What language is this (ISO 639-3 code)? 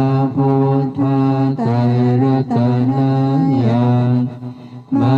pli